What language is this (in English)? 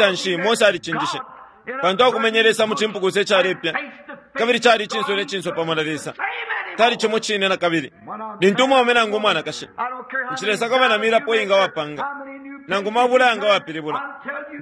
Bemba